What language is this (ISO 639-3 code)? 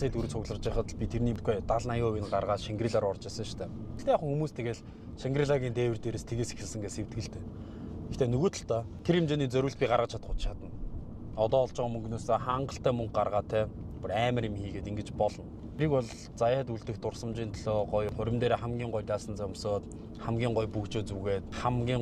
mon